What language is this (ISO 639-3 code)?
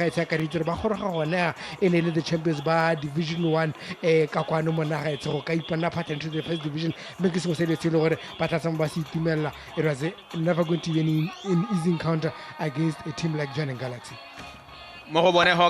tsn